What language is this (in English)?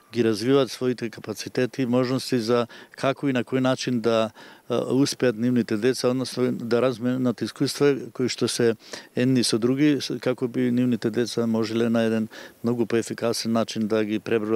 Macedonian